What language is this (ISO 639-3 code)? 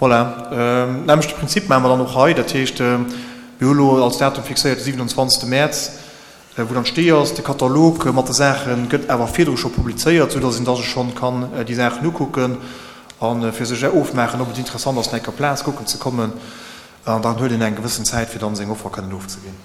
ltz